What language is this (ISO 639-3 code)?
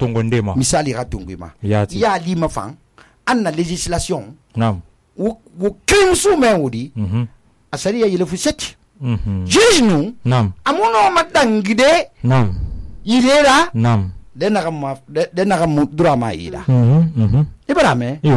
sus